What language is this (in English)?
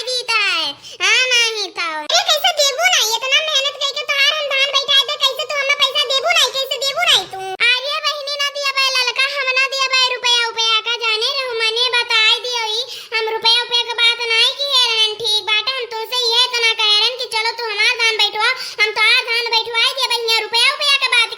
Awadhi